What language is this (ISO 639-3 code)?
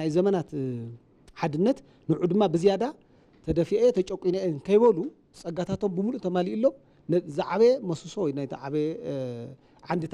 tir